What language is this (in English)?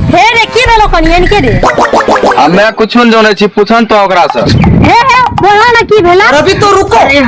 Maithili